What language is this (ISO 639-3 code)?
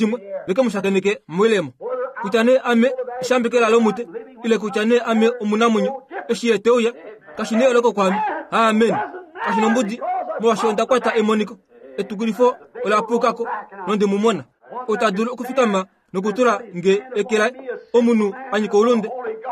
kua